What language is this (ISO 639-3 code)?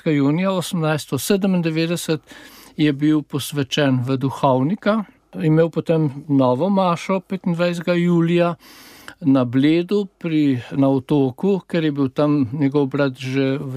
slv